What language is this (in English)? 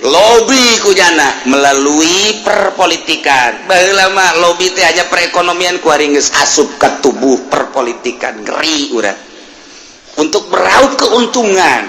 Sundanese